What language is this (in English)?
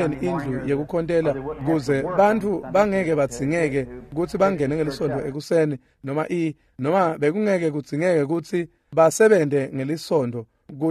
Swati